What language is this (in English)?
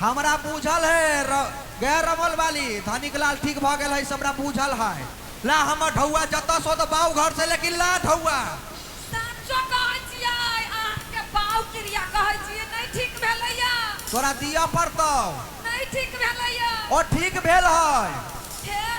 Maithili